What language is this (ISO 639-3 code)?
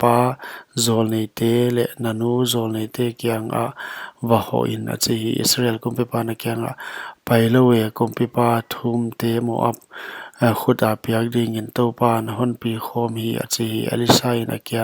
pck